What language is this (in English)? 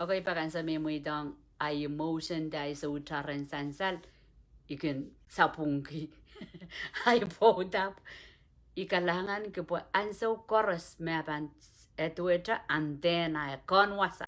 Pohnpeian